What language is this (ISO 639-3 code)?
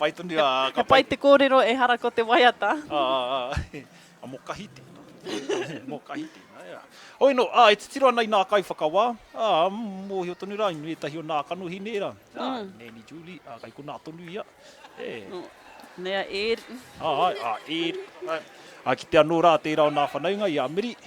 mri